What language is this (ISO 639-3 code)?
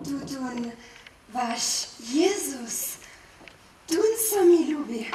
hsb